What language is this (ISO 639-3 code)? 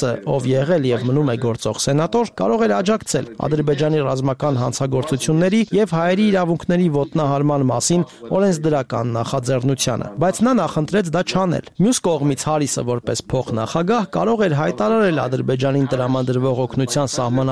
hye